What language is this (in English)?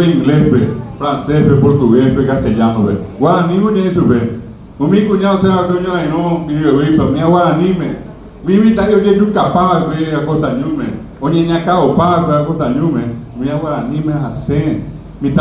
Guarani